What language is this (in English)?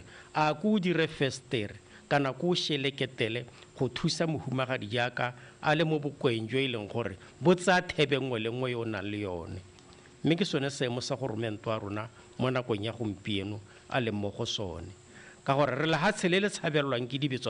Tswana